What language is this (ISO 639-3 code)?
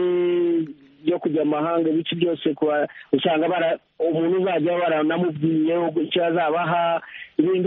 kin